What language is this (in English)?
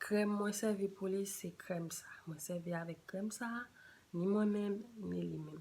Haitian Creole